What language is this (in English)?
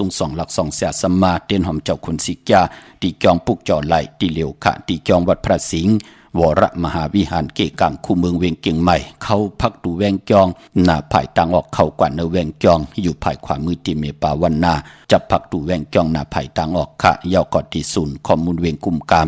Shan